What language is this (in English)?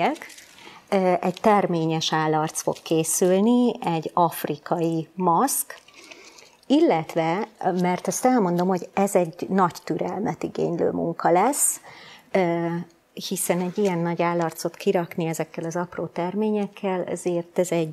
Hungarian